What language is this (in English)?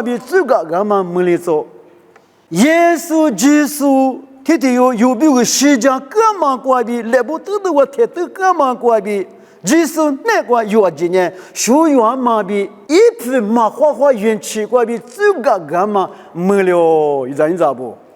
Lisu